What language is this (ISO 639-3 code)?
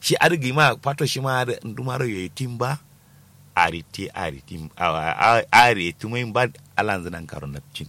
kau